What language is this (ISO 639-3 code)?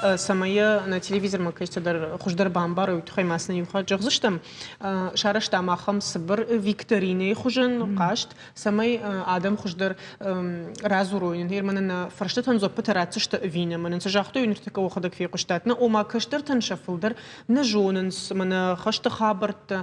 oss